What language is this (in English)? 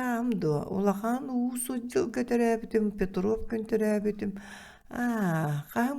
Yakut